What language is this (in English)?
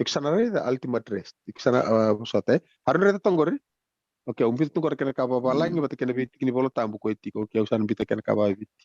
Fijian